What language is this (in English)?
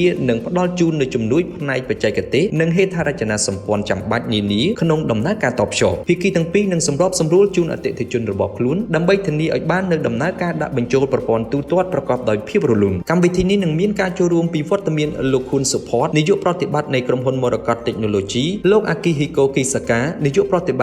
Khmer